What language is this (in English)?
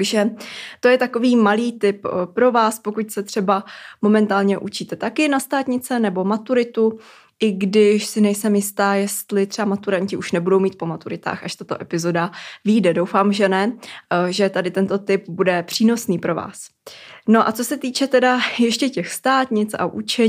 Czech